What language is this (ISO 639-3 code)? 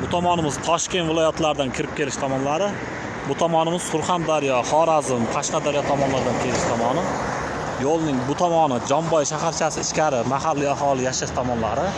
uzb